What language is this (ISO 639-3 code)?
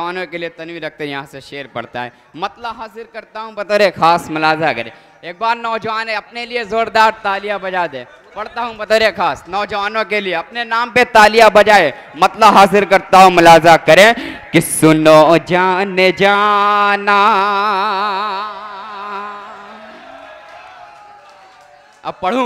hin